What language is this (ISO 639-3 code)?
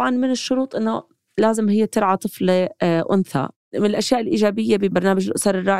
apc